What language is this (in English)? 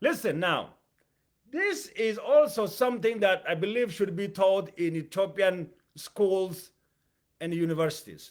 English